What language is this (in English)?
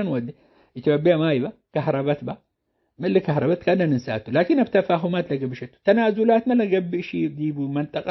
Tigre